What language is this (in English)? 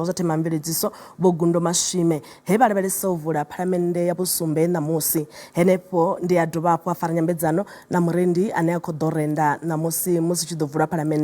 Venda